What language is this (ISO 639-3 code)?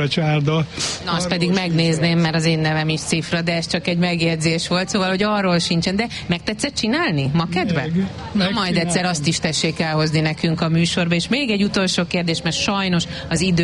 hun